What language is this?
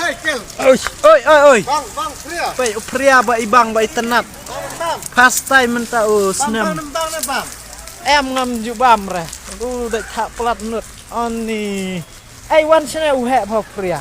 Khasi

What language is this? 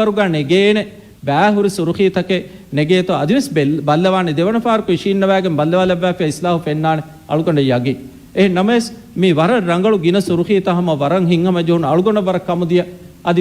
Divehi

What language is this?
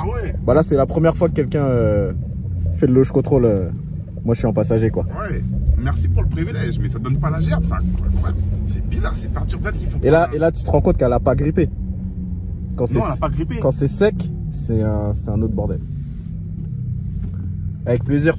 French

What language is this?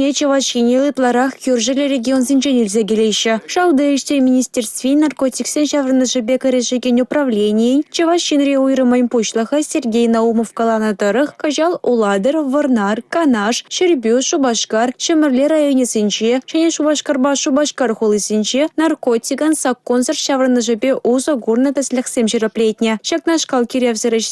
Chuvash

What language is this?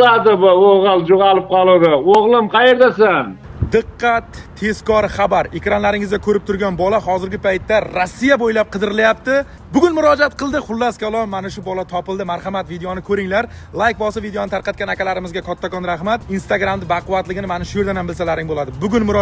Uzbek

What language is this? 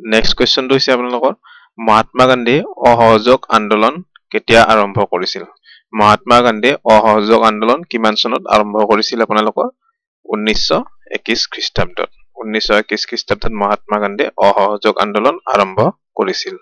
Assamese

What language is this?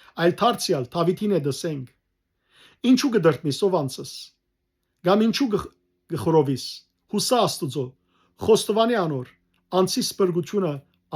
Western Armenian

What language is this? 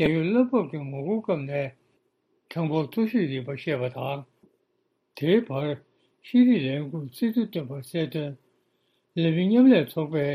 Tibetan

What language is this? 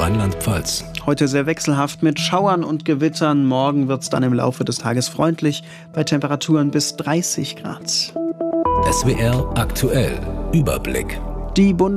German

